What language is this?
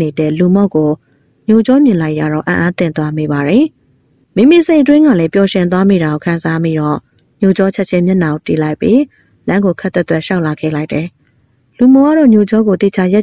Burmese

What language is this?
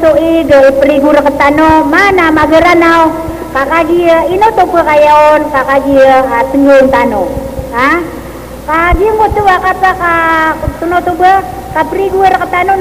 Maranao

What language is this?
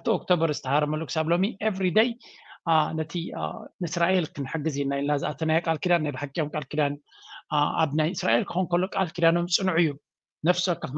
Tigrinya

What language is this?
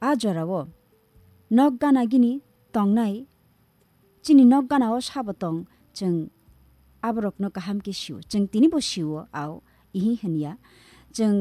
Kok Borok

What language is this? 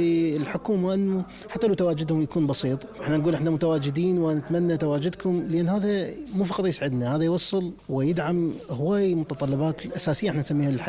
Mesopotamian Arabic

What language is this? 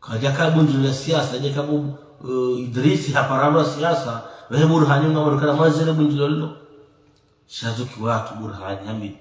Ngazidja Comorian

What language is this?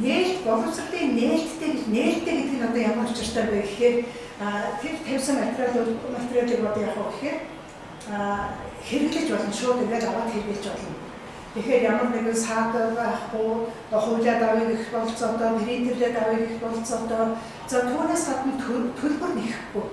Mongolian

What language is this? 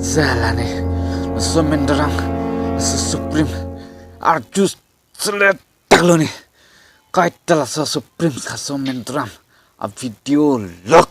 Karbi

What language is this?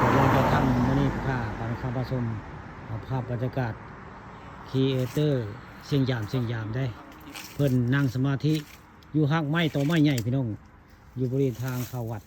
Northeastern Thai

